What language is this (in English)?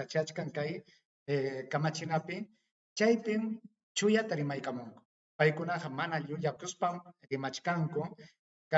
Ayacucho Quechua